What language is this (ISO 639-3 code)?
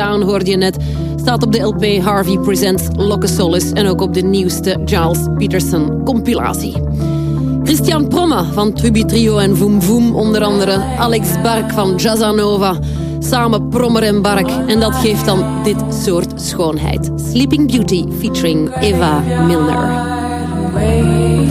nld